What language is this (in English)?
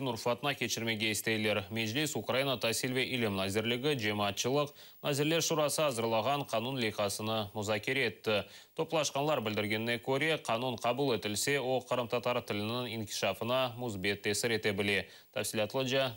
Crimean Tatar